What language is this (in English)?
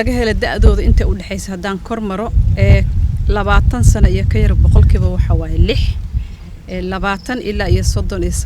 Somali